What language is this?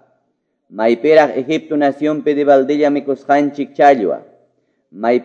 Quechua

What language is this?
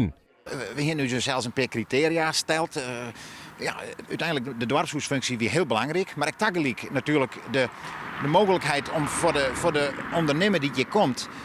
Western Frisian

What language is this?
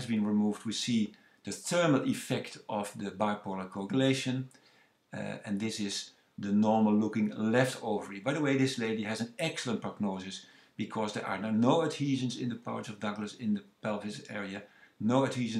English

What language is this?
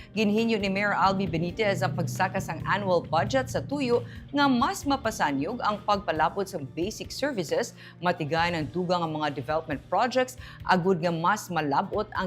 Hiligaynon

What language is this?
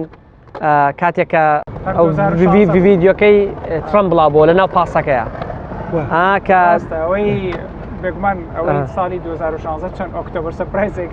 Central Kurdish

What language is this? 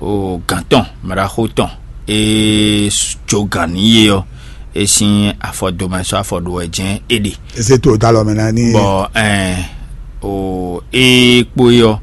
Fon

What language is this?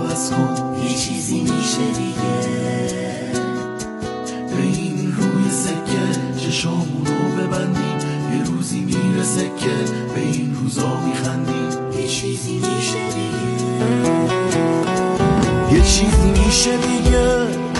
Persian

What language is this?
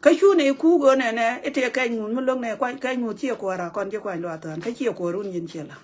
Nuer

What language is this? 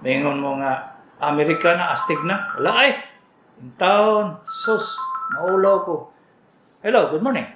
Cebuano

